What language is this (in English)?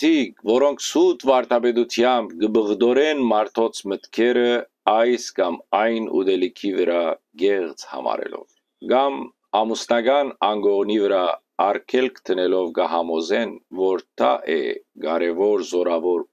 Western Armenian